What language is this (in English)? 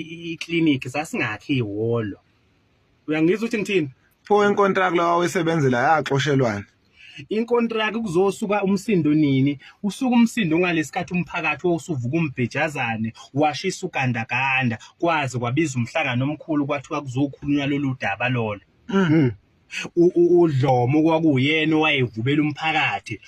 Zulu